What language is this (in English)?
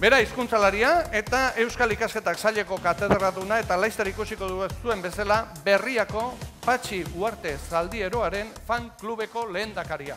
Basque